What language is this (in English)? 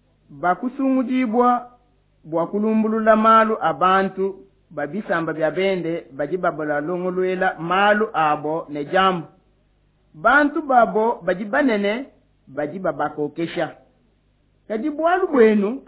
Luba-Lulua